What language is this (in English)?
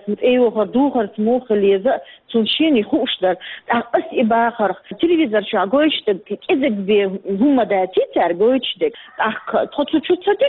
Chechen